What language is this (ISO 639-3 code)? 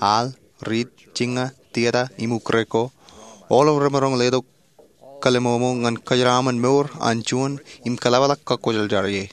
mah